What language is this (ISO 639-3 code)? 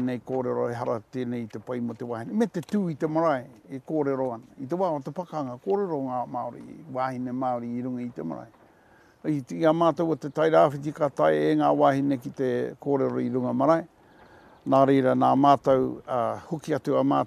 mri